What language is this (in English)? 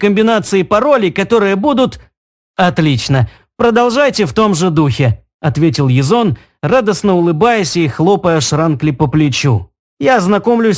Russian